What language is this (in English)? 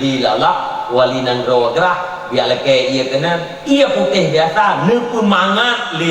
Achinese